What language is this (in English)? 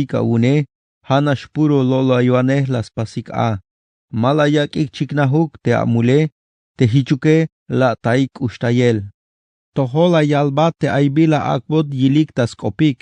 Tzeltal